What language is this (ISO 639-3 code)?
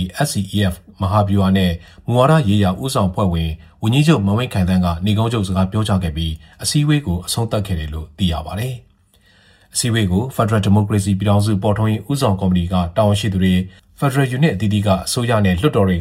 mya